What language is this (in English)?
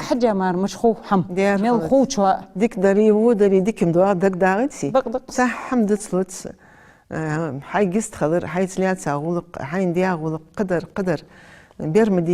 Ingush